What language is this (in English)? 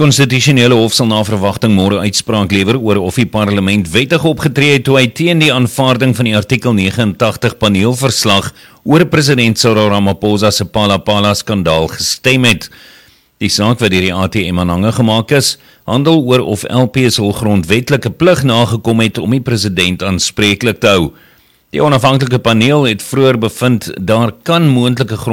Afrikaans